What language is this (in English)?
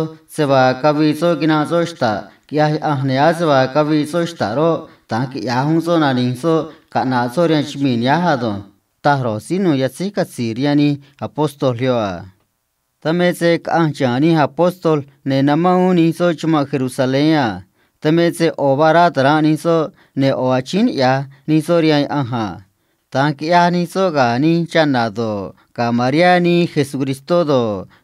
Copala Triqui